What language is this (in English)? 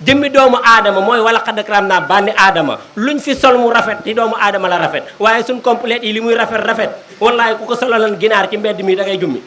Wolof